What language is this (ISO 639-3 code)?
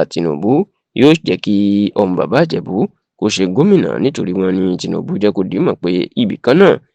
yor